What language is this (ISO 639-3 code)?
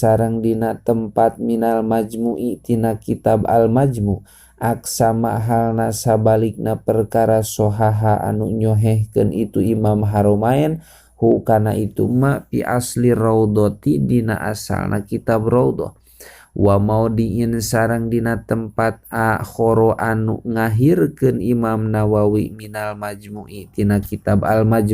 sun